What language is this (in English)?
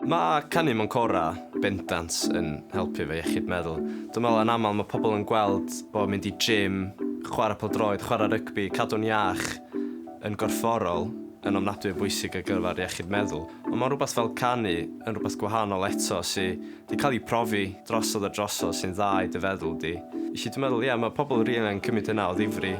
Welsh